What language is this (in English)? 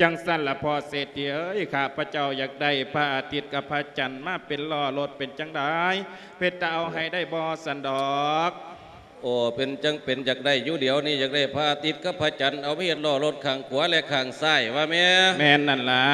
Lao